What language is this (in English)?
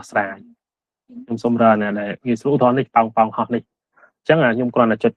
Khmer